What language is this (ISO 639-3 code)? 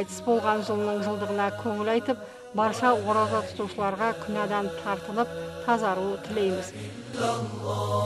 kaz